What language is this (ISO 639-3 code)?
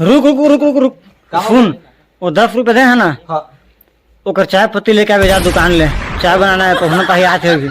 hne